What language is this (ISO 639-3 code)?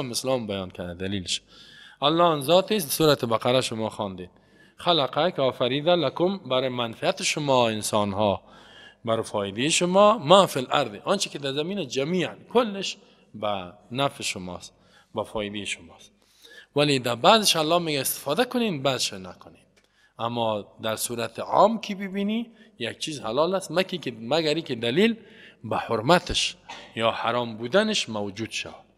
fas